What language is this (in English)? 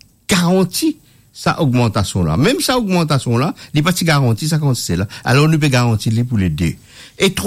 Morisyen